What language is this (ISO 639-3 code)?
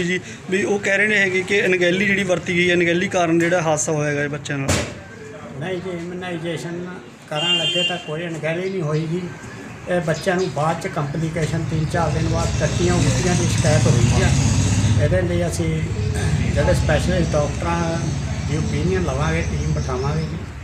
pan